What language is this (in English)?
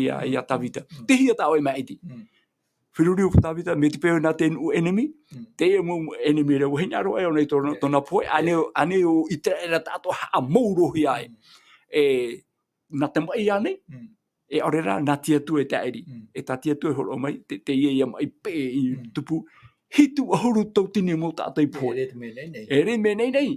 Tahitian